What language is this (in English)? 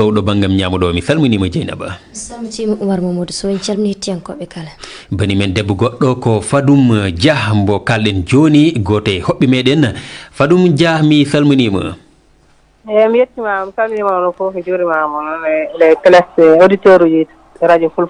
Fula